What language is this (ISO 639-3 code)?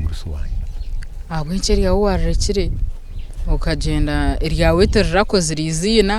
nyn